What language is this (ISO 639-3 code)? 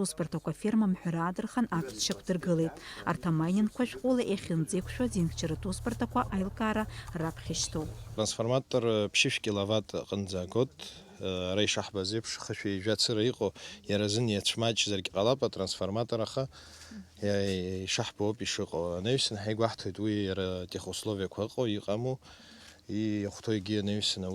abk